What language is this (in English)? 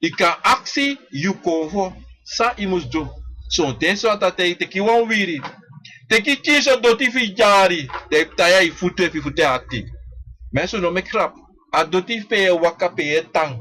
Sranan Tongo